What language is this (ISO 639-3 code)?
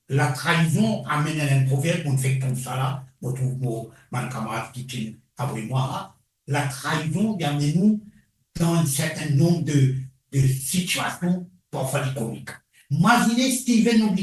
mfe